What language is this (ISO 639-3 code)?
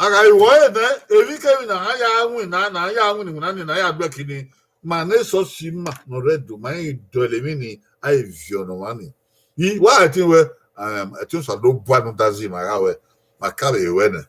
bin